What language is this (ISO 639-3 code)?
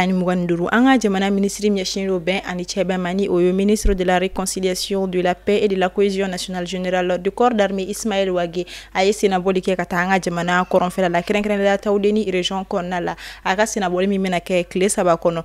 bam